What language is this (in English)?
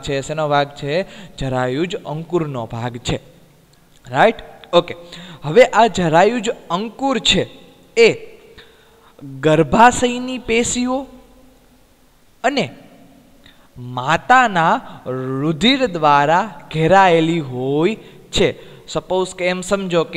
Gujarati